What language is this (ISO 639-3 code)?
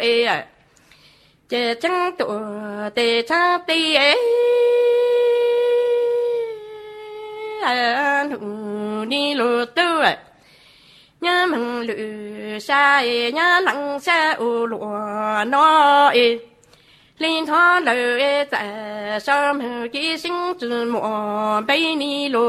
vie